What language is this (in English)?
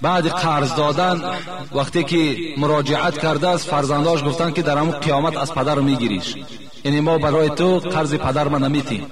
Tajik